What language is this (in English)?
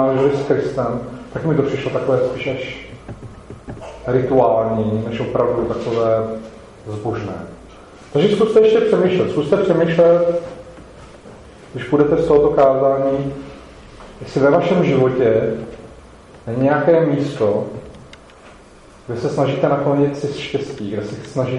Czech